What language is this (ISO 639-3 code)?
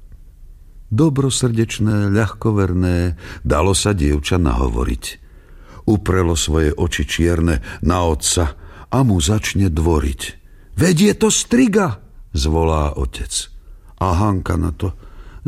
slk